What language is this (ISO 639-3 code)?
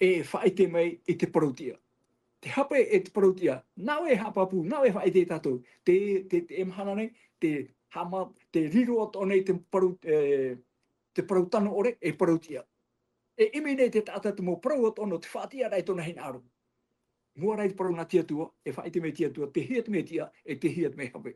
tah